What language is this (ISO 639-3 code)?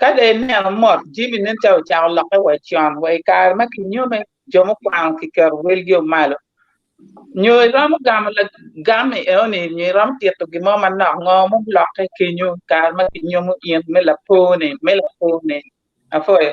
ach